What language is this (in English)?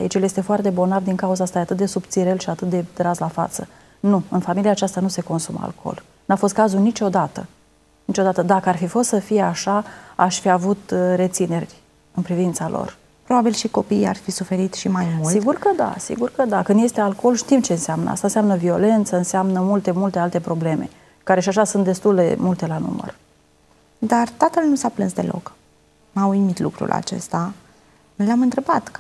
Romanian